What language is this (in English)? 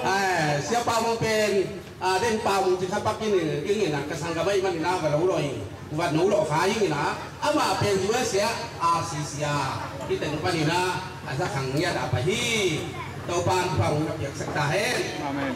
Tedim Chin